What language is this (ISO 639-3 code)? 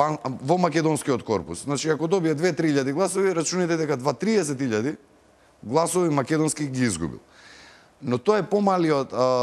mkd